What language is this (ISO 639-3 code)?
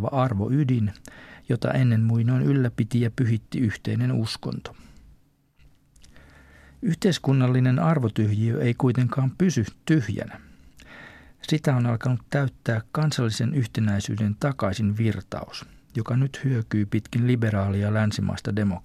fin